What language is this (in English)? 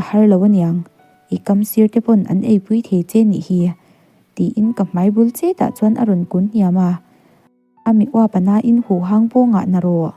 Mizo